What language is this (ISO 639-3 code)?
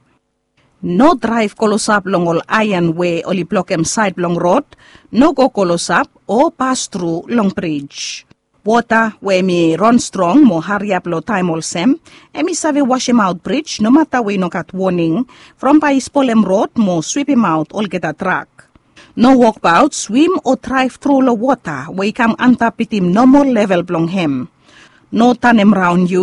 bis